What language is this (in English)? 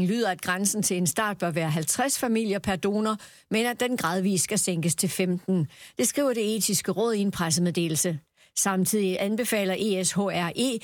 Danish